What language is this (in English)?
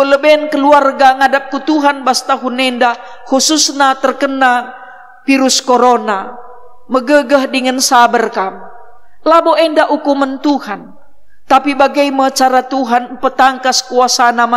Batak Karo